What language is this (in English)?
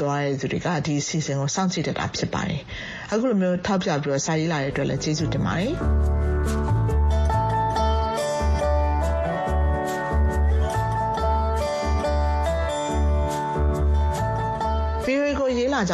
Burmese